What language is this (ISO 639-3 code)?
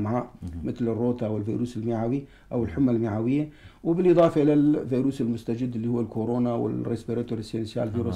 apc